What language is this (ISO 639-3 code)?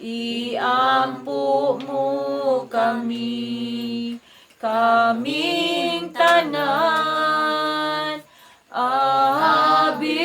ceb